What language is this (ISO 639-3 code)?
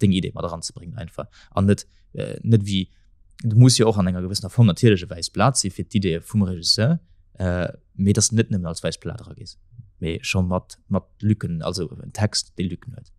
ltz